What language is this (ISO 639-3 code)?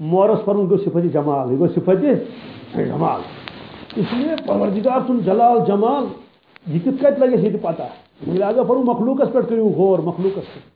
kas